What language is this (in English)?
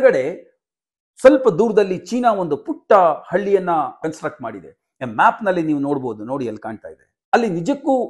Kannada